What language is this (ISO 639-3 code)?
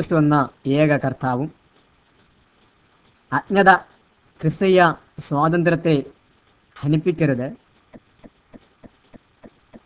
mal